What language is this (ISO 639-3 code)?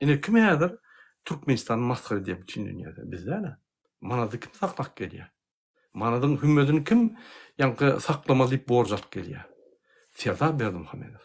tuk